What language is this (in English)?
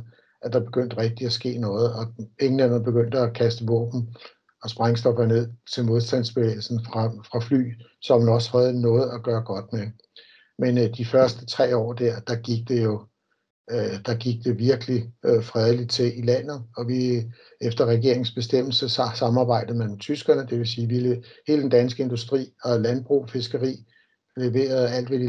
Danish